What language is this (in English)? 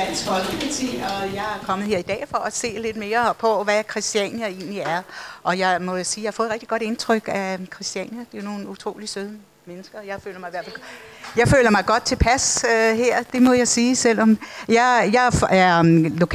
Danish